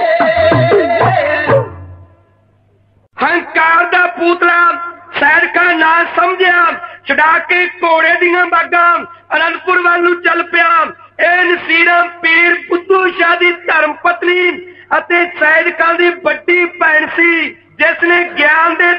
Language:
Punjabi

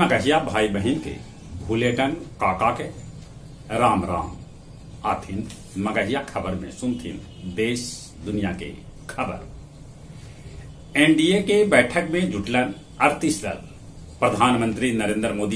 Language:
Magahi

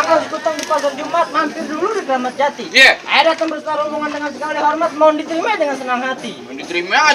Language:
Betawi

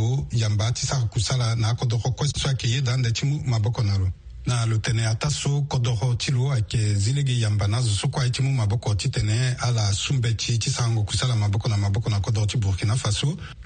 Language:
Sango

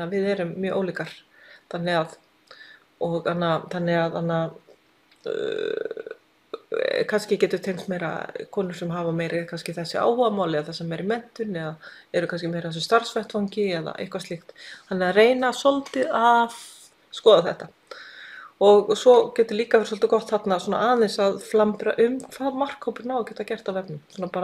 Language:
Icelandic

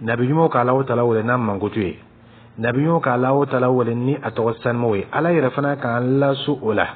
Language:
Dyula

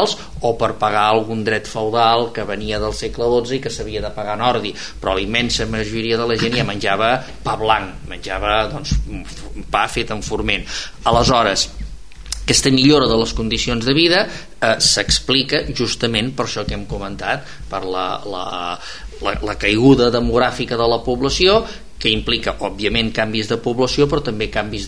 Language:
Catalan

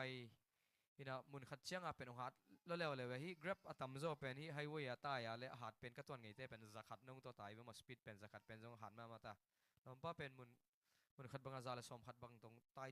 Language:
Tedim Chin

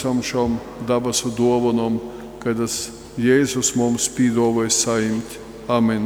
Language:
Latgalian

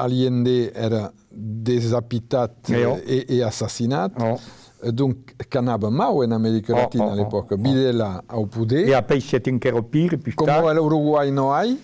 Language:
Occitan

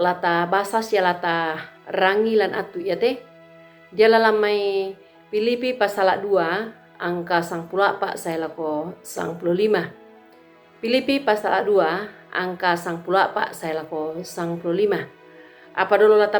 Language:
Toraja-Sa'dan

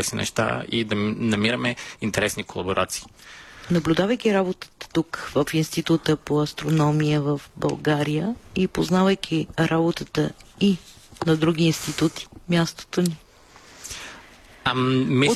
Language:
Bulgarian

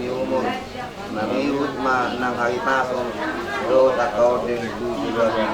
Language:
Batak Toba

